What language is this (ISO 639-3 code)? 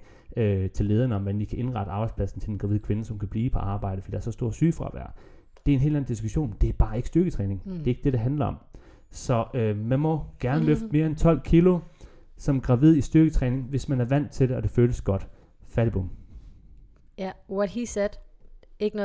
dan